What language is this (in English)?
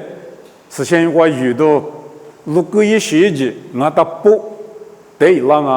Lisu